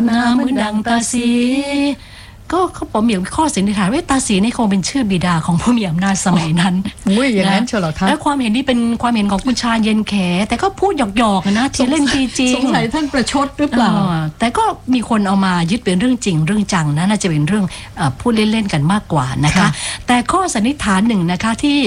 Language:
Thai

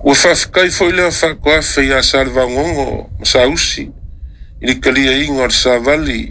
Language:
Samoan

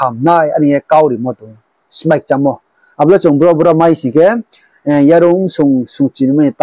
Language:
Riang (India)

